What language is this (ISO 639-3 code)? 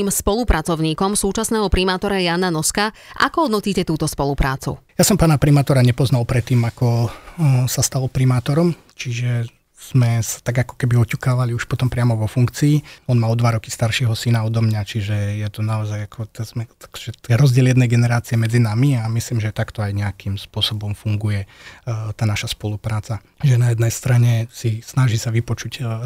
slk